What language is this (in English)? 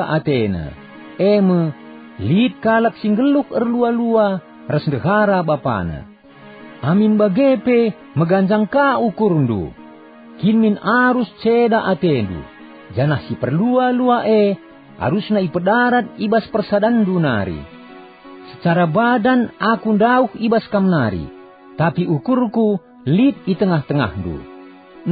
Batak Karo